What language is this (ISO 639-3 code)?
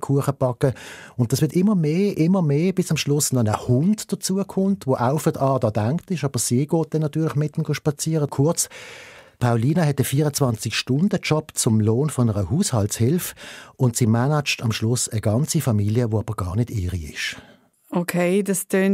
gsw